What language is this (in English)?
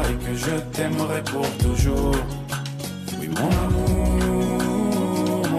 French